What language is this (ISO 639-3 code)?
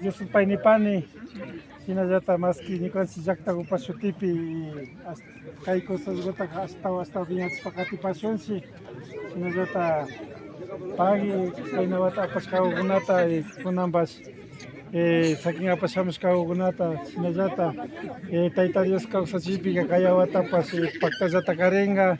qvi